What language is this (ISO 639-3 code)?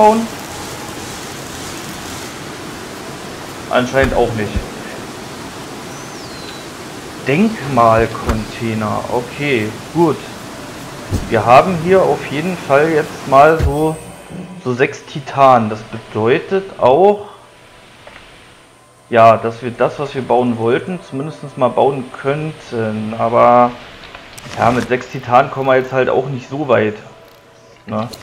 deu